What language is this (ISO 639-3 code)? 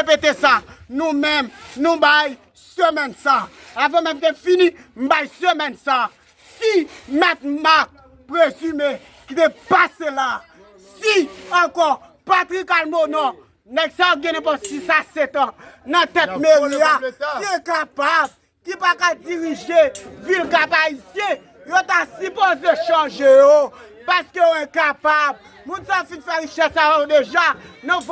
hat